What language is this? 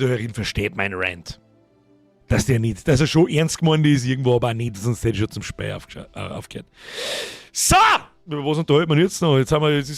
Bavarian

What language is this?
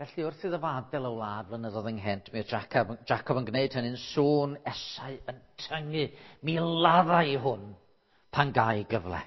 Welsh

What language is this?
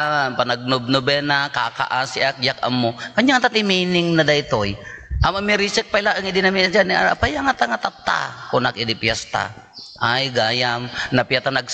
Iloko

